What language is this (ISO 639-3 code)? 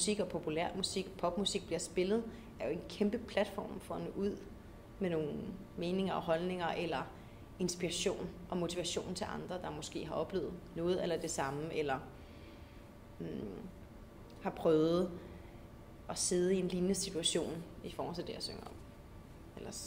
dan